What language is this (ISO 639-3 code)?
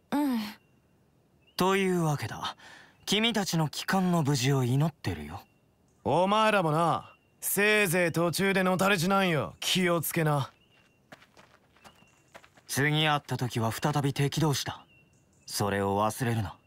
jpn